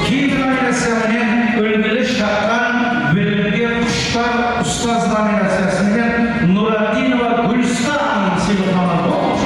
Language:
Kara-Kalpak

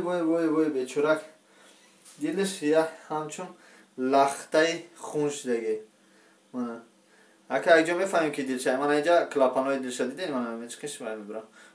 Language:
Tajik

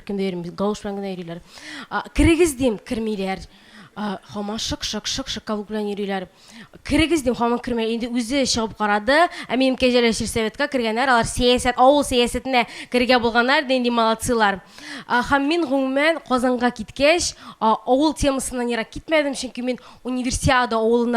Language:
Tatar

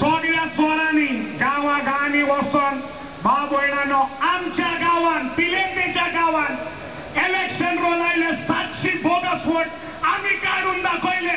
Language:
Konkani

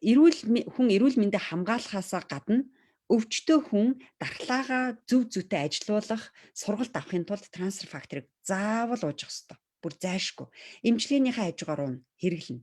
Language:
Mongolian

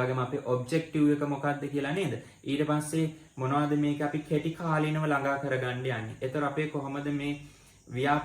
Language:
Sinhala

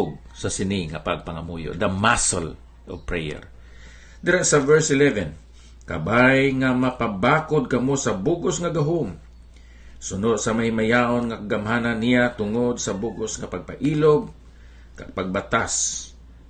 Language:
Hiligaynon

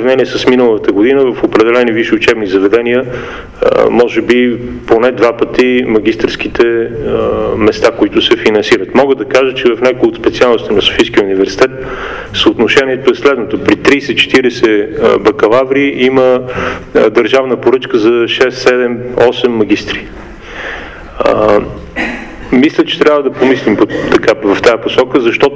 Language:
Bulgarian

